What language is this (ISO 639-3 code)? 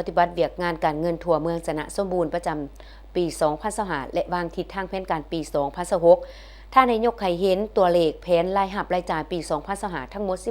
lao